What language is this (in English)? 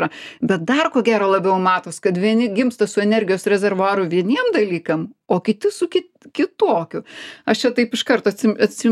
Lithuanian